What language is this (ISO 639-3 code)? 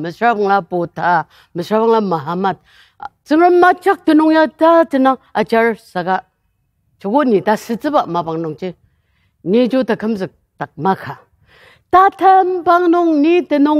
njo